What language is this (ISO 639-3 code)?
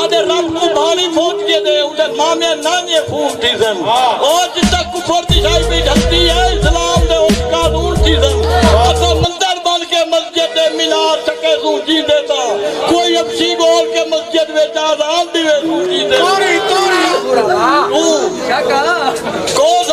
skr